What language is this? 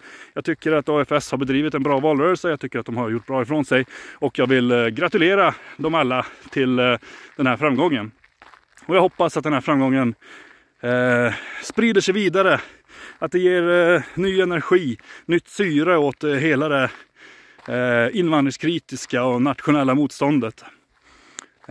Swedish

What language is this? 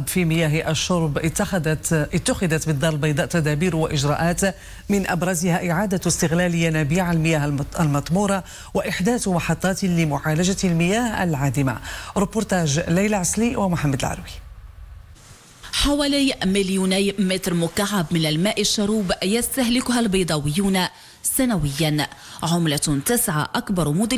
Arabic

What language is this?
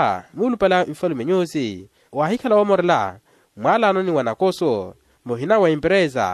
Makhuwa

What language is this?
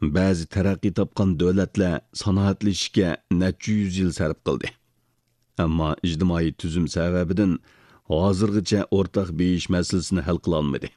Uyghur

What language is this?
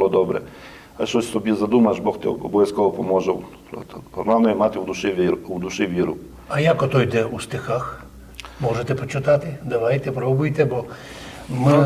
Rusyn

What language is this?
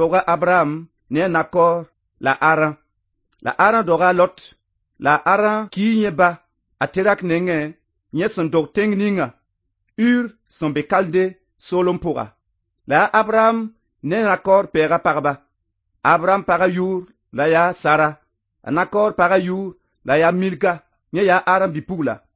Mossi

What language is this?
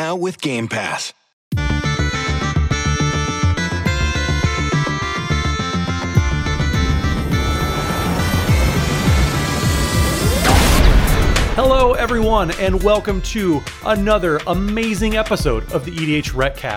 English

